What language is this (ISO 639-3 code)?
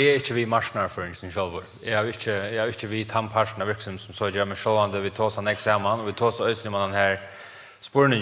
fao